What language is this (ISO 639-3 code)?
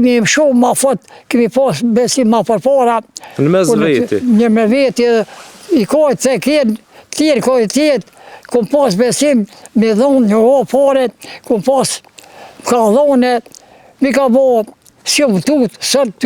sqi